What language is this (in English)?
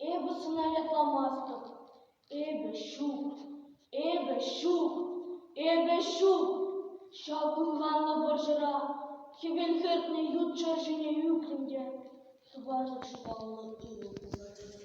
Chuvash